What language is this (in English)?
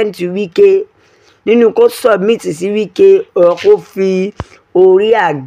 Yoruba